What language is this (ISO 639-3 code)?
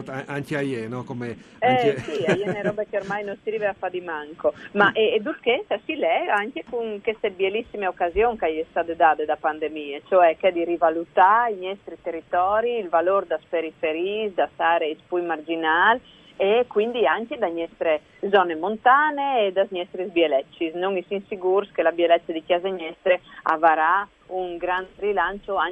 fur